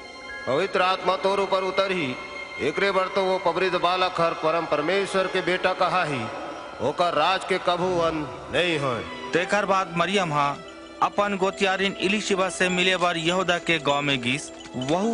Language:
Chhattisgarhi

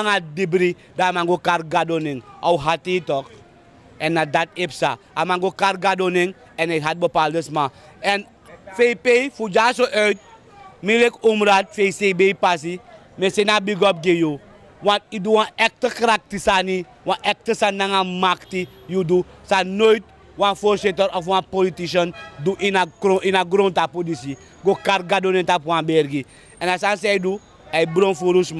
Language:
Sranan Tongo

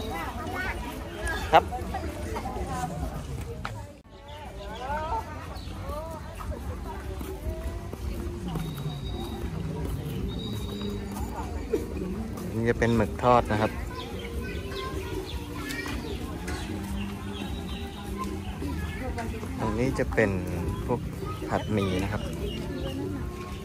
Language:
Thai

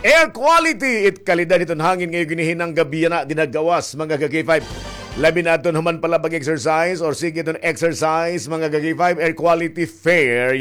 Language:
Waray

